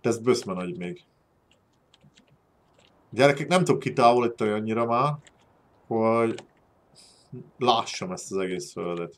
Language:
Hungarian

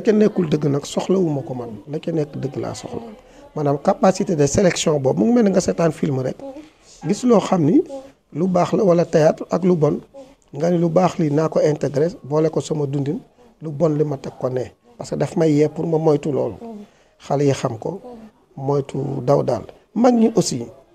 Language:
Wolof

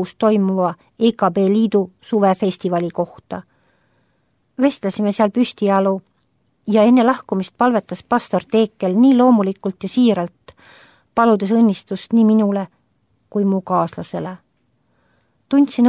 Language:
Estonian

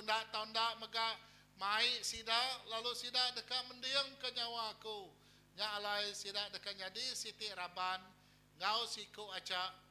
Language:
Iban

